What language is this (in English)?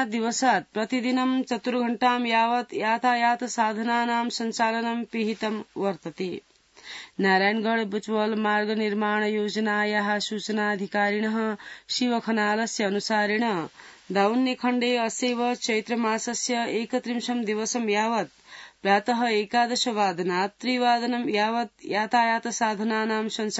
Sanskrit